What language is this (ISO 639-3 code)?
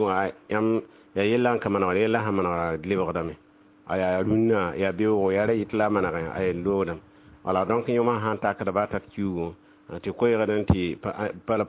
mos